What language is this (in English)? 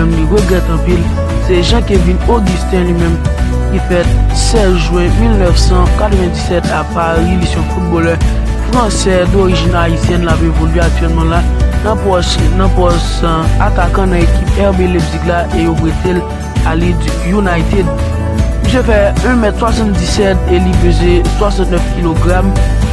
Haitian Creole